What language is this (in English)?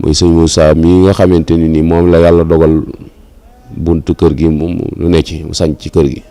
Wolof